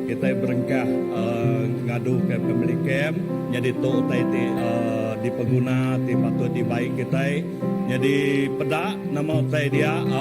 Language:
Iban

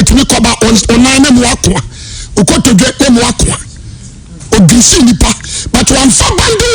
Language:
Akan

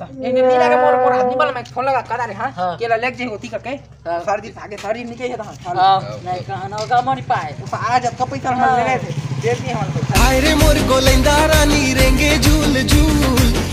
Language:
Chhattisgarhi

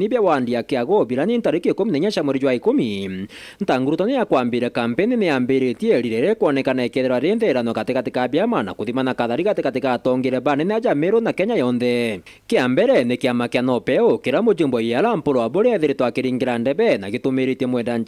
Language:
Meru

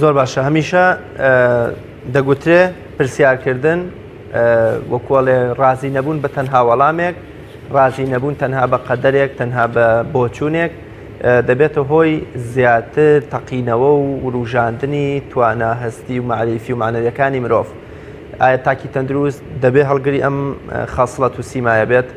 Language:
Central Kurdish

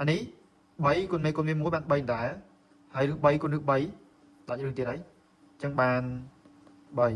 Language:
Khmer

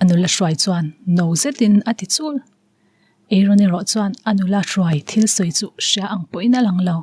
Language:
Mizo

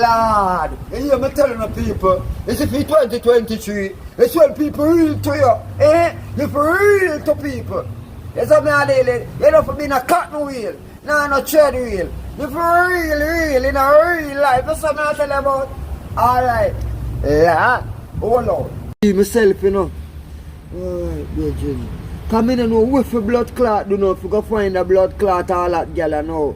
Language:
Jamaican Creole English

